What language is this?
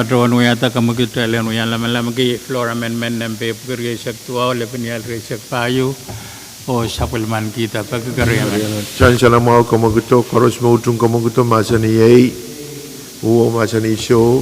Pohnpeian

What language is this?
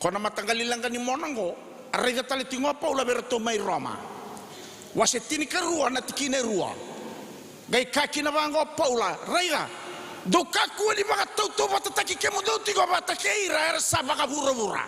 Fijian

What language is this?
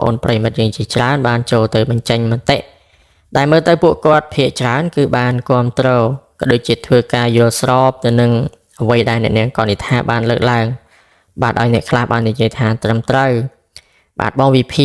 Khmer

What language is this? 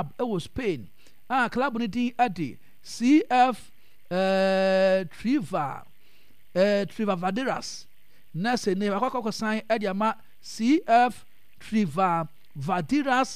Akan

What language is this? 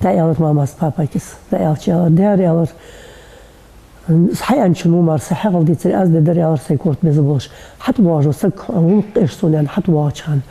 Ingush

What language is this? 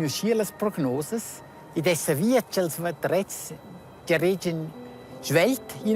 Romansh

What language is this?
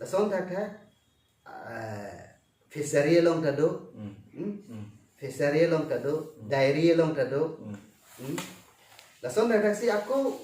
Karbi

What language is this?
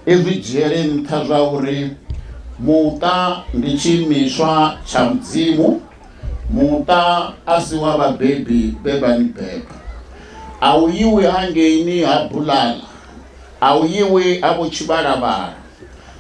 Venda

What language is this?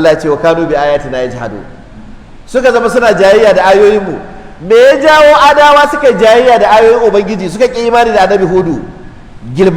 Hausa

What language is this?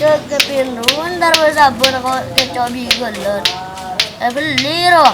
Madurese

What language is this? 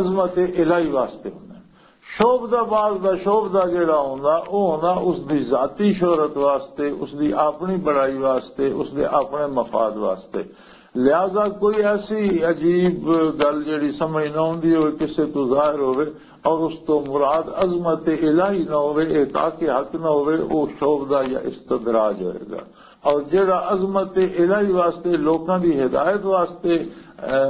Western Panjabi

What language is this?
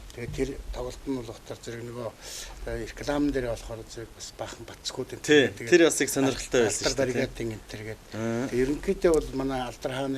Mongolian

